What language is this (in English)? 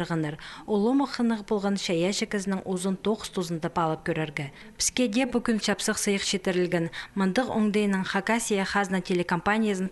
Khakas